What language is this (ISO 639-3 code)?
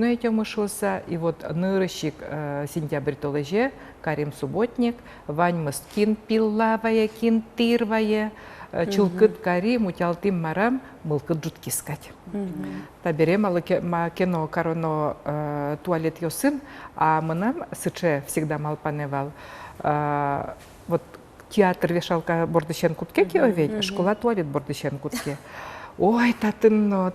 udm